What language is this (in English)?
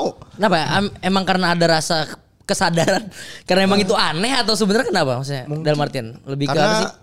Indonesian